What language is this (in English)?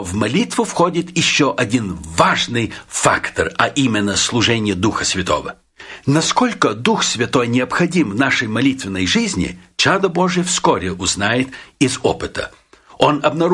Russian